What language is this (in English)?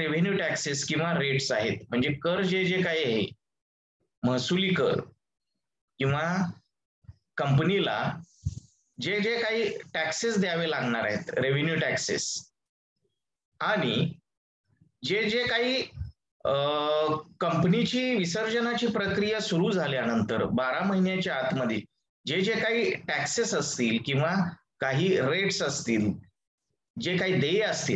Marathi